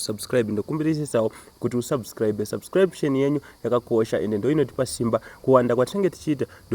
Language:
Shona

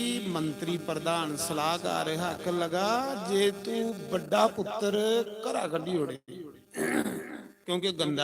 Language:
Dogri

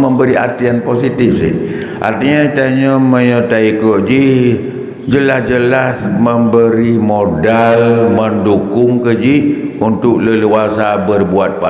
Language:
Achinese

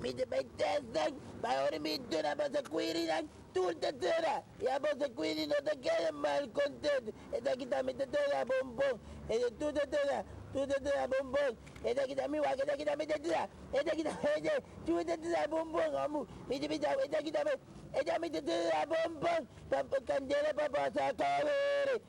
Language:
Papiamento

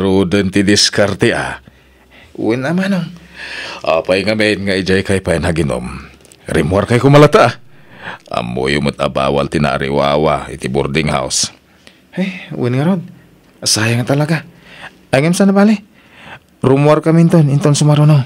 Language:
Iloko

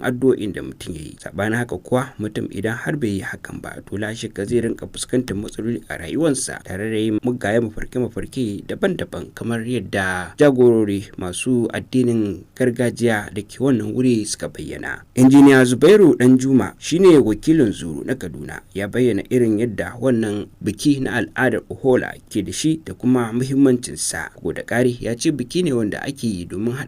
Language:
Hausa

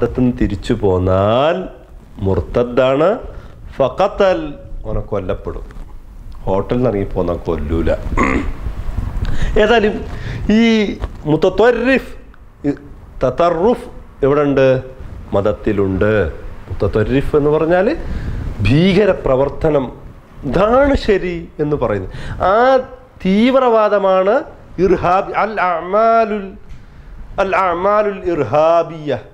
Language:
Malayalam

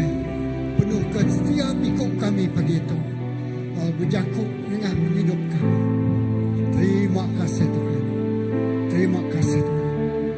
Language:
Iban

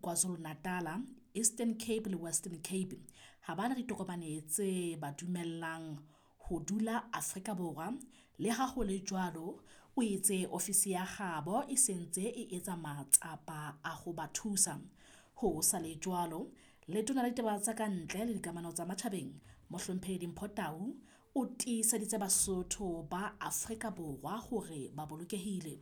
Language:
Southern Sotho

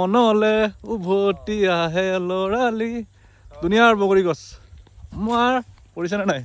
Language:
Assamese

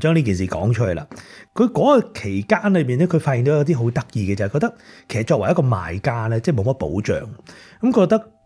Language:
Cantonese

